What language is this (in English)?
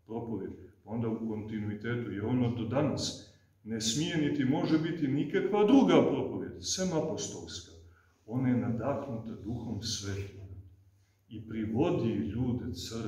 Serbian